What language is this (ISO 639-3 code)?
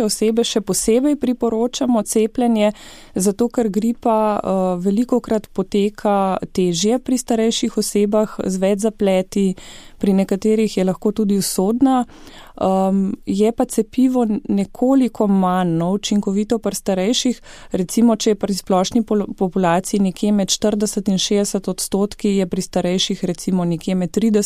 slv